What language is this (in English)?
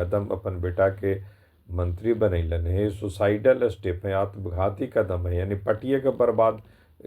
Magahi